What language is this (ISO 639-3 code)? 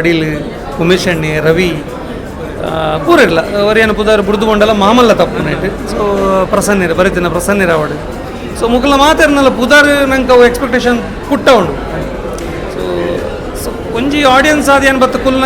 tcy